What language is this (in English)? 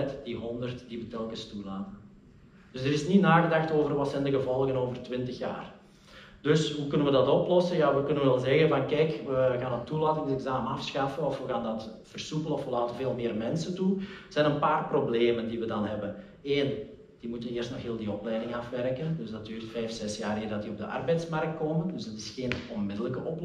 Dutch